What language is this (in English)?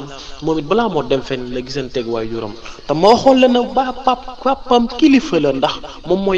Wolof